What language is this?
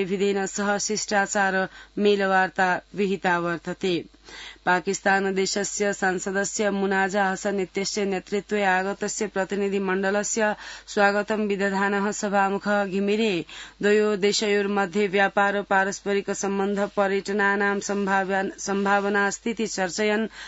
Sanskrit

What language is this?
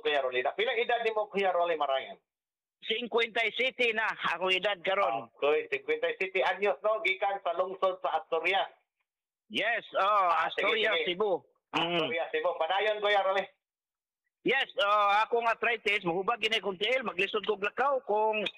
Cebuano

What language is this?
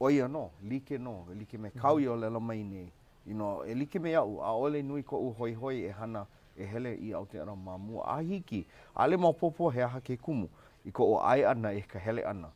Hawaiian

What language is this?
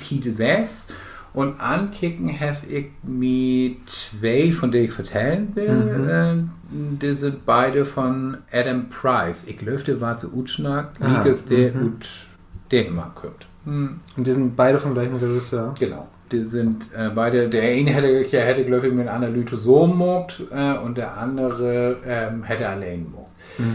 Low German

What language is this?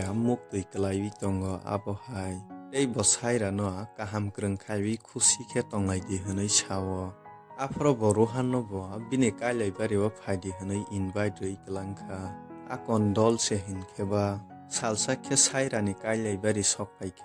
Kok Borok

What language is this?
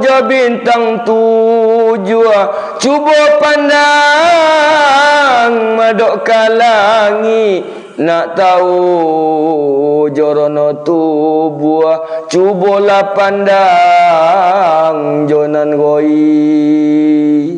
Minangkabau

